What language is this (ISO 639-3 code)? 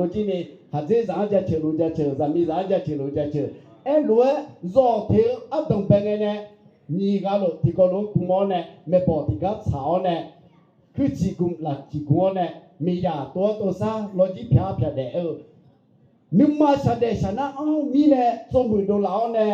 ahk